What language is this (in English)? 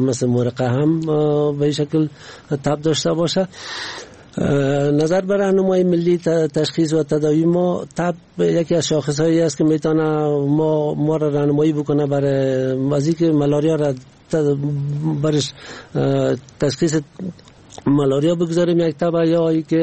Persian